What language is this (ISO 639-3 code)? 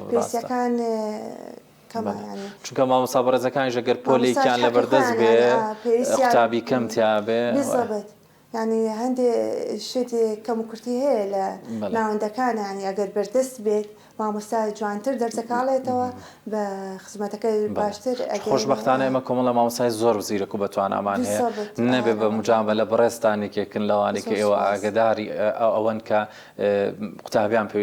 ckb